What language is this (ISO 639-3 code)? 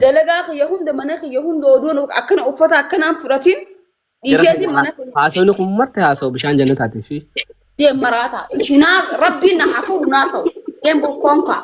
orm